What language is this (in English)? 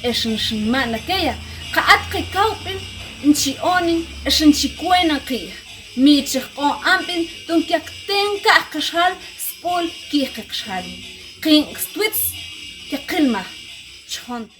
Mam